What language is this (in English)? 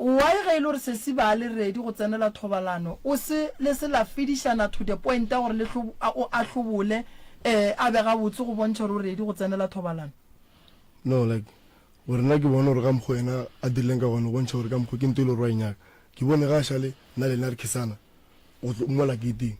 Northern Sotho